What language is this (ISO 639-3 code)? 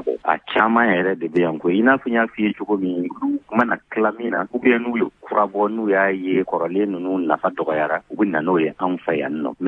bam